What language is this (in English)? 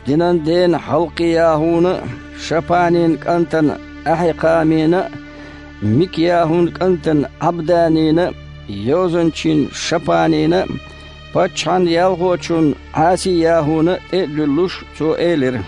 Chechen